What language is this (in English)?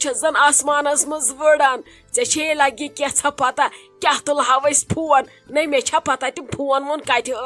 Kashmiri